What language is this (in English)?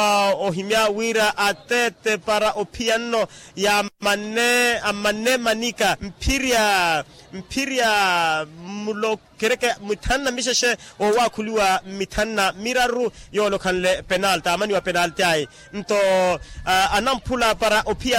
Makhuwa